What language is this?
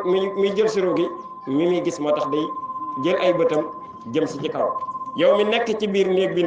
Wolof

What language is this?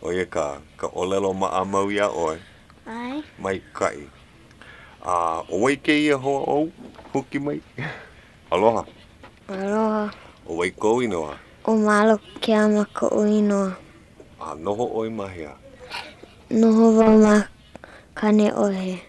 Hawaiian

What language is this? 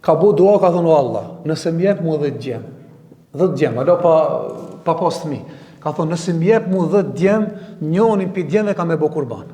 Albanian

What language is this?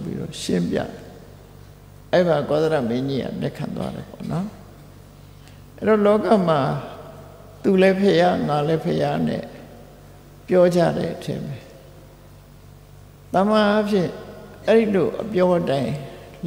Burmese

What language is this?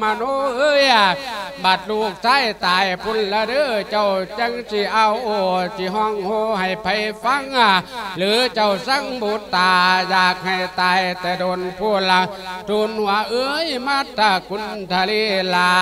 Lao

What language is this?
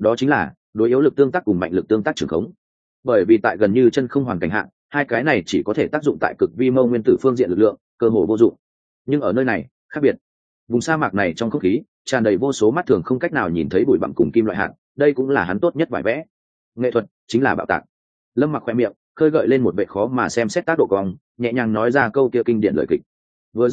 Vietnamese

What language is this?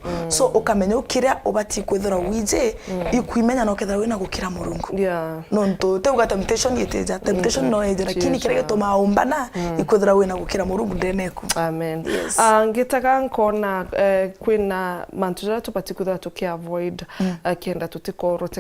Meru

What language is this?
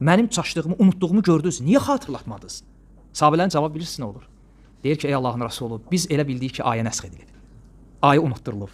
Azerbaijani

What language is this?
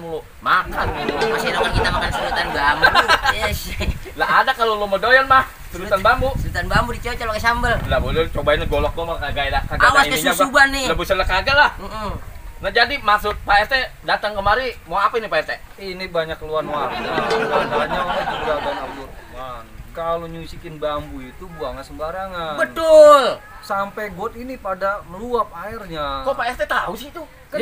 Betawi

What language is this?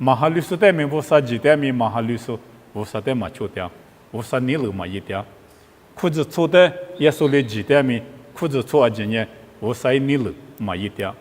Lisu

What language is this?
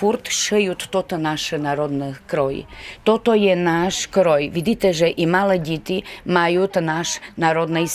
Rusyn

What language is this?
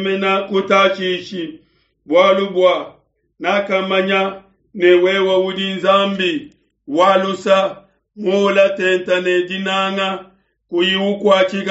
Luba-Lulua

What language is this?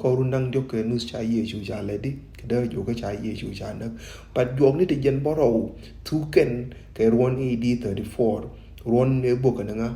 Nuer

